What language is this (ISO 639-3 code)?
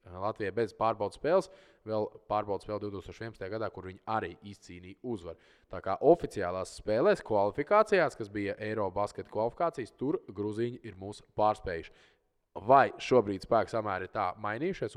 lav